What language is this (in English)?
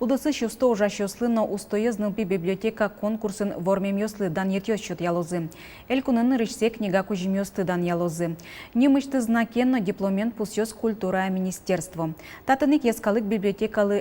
Udmurt